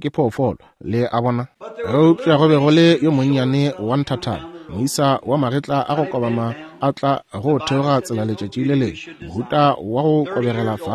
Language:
Northern Sotho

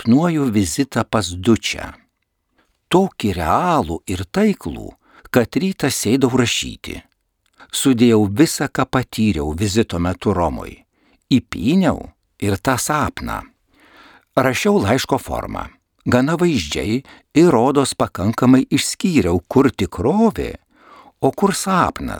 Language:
Lithuanian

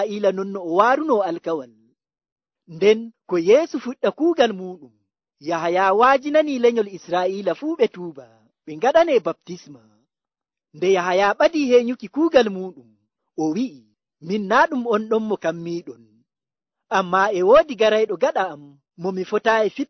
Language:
Nigerian Fulfulde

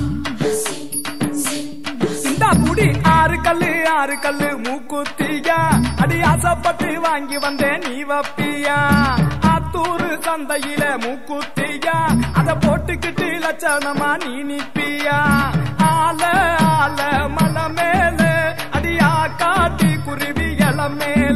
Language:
Tamil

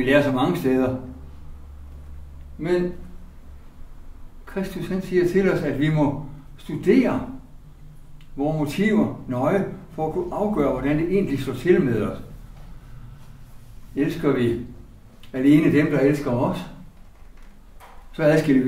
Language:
Danish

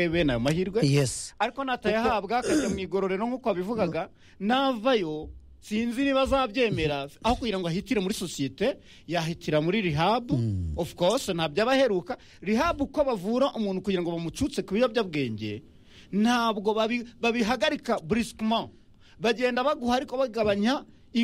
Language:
Kinyarwanda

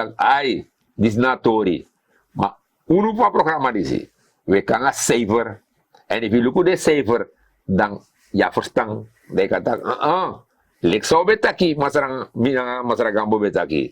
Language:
Sranan Tongo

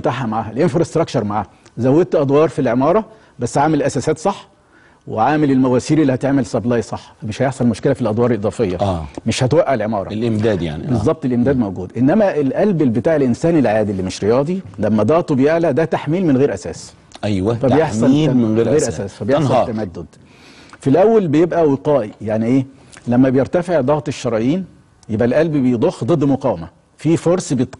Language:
Egyptian Arabic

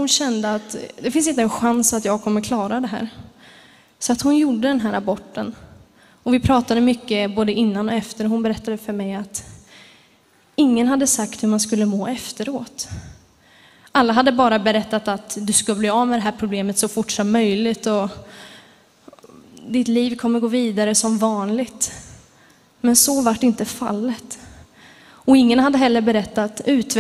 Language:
Swedish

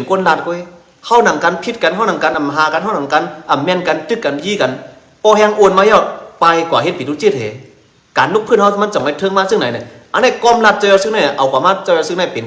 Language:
Shan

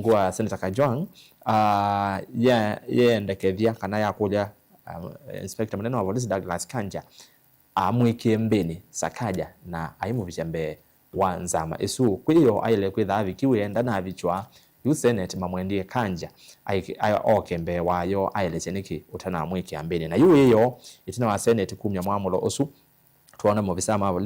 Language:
Kamba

